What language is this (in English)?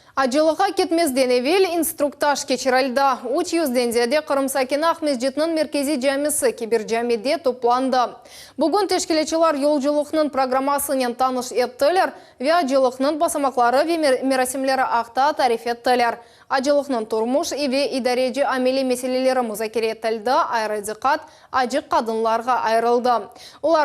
Crimean Tatar